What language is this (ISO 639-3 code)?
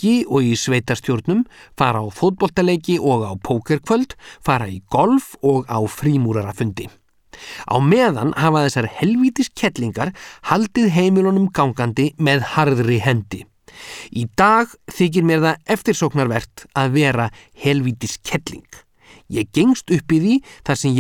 isl